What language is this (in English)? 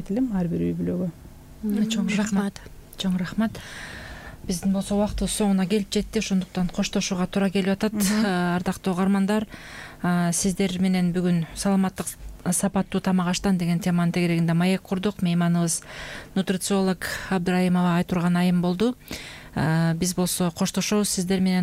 Kyrgyz